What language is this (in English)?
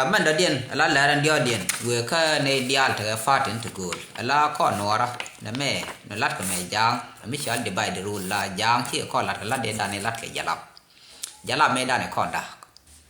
Nuer